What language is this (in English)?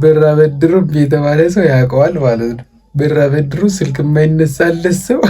Amharic